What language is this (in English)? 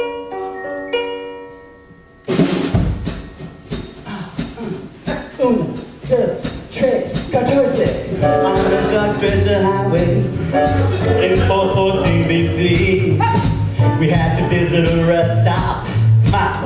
English